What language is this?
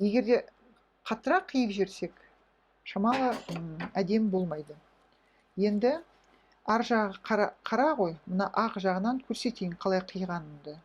Kazakh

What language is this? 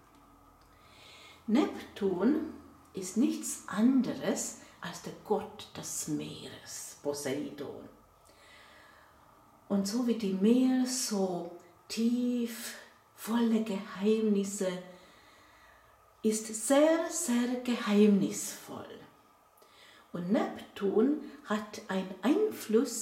German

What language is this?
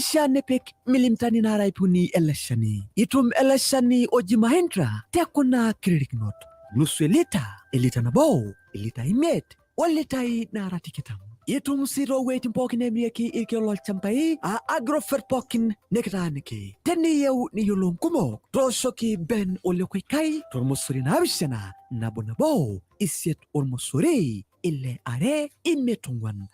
Masai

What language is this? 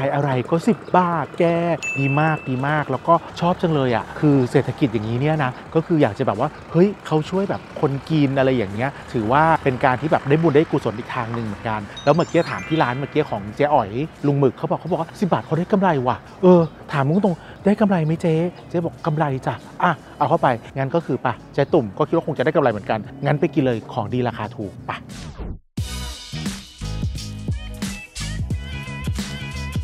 Thai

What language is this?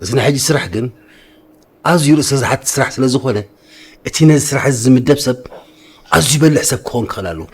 Tigrinya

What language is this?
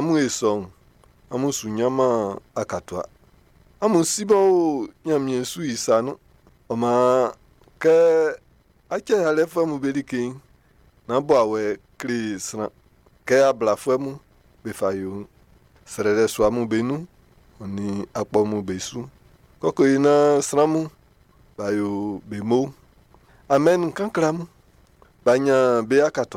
Baoulé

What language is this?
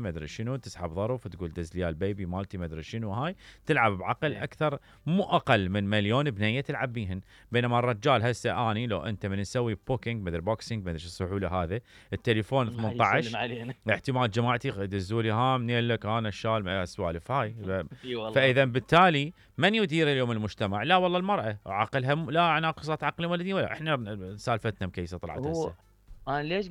Mesopotamian Arabic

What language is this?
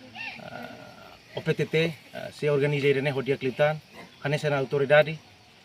Tetum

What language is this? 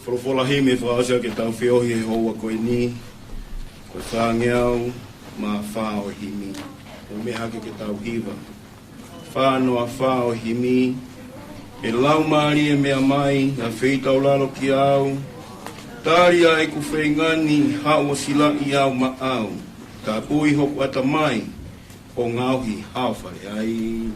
Tongan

